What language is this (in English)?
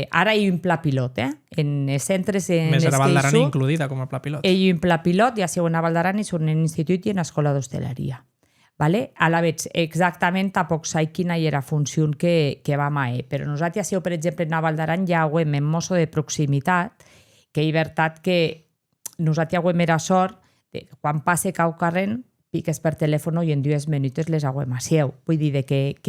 Occitan